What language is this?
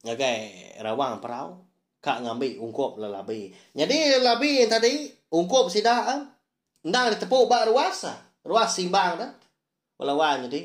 Iban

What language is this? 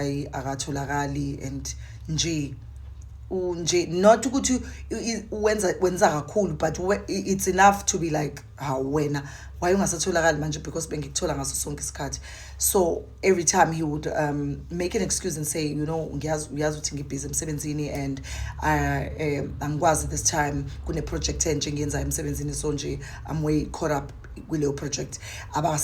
Zulu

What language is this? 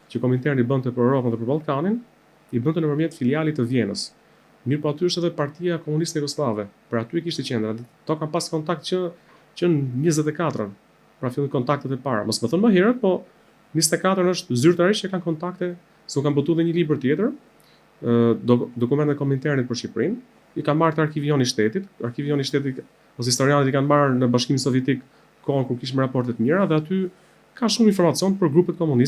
Albanian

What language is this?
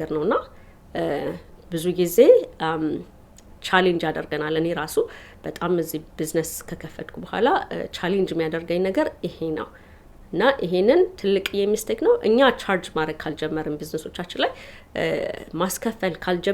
Amharic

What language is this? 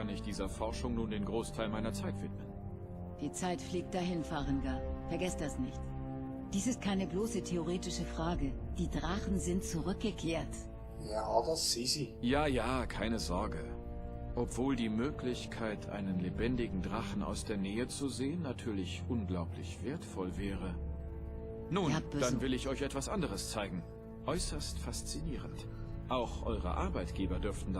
Swiss German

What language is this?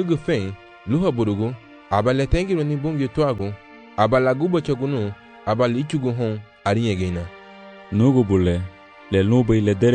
Garifuna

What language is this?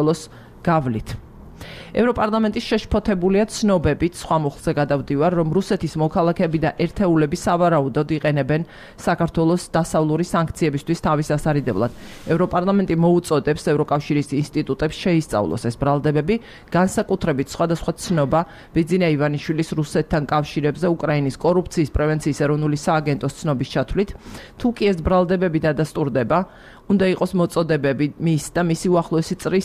Georgian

